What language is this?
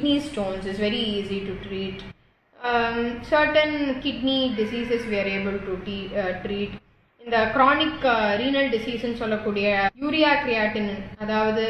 Tamil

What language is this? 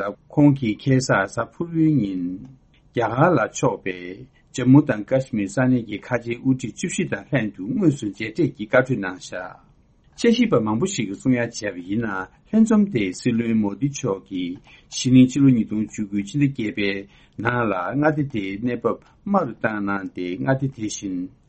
Tibetan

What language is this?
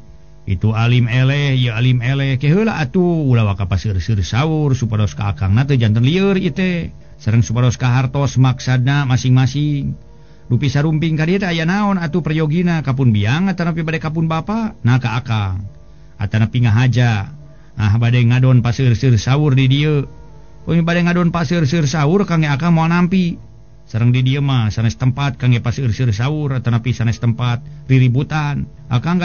Sundanese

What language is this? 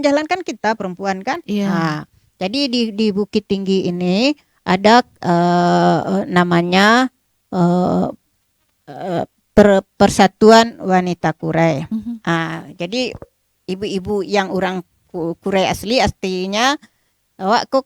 Minangkabau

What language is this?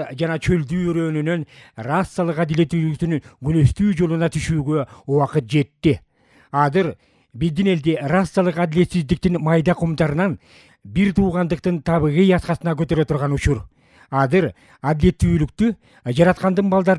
Kyrgyz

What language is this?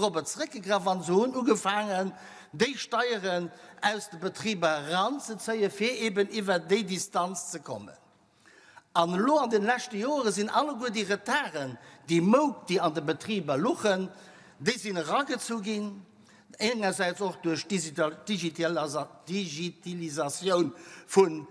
Luxembourgish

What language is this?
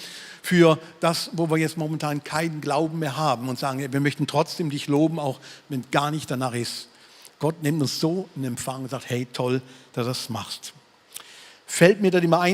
Swiss German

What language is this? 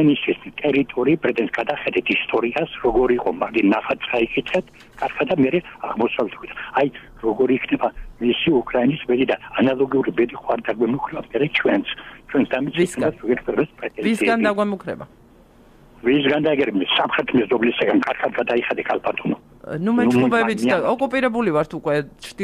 Georgian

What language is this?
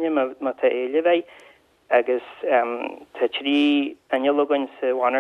Irish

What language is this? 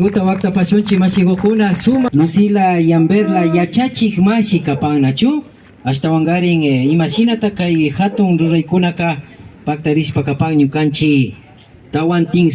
Imbabura Highland Quichua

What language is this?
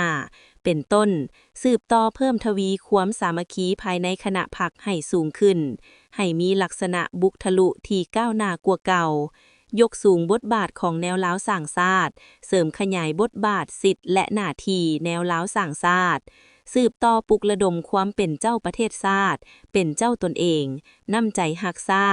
Lao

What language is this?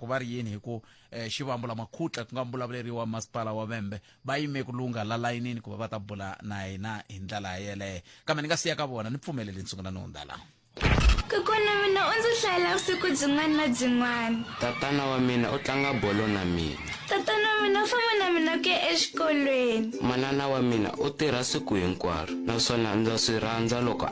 Tsonga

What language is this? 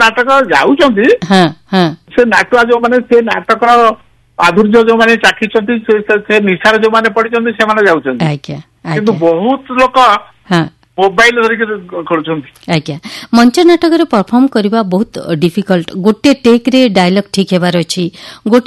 Odia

